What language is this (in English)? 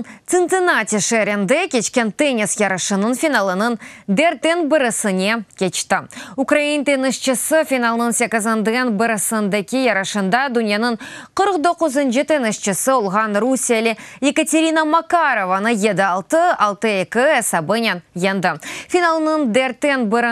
Crimean Tatar